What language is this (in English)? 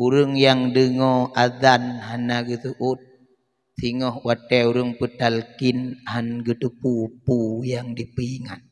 Achinese